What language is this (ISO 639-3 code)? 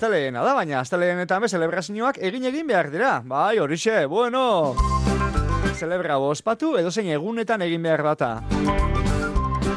eus